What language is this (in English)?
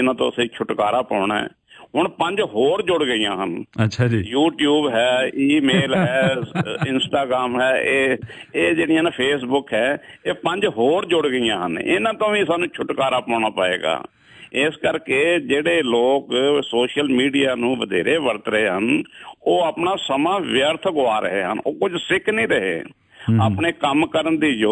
Punjabi